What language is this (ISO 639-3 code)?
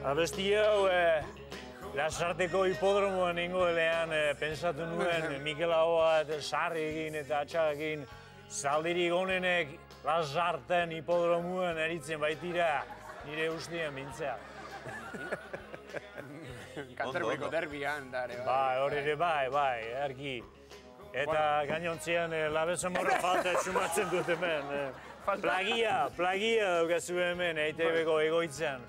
eus